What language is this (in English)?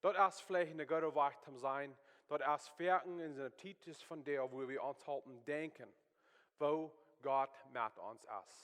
Plautdietsch